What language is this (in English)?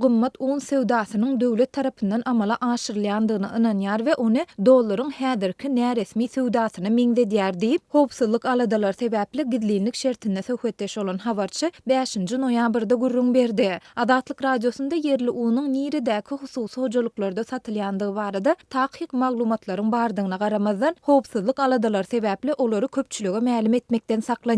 Turkmen